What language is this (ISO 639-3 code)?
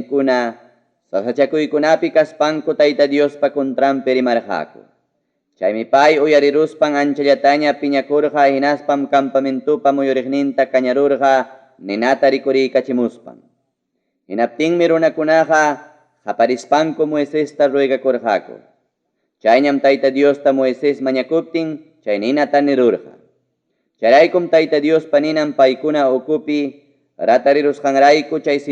quy